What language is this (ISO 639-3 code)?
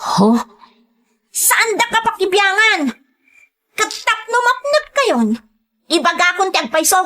ilo